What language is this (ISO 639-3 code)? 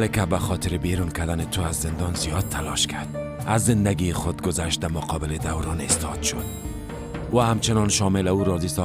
fas